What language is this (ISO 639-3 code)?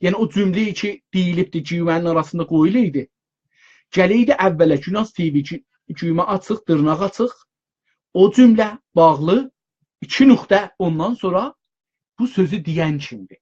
azb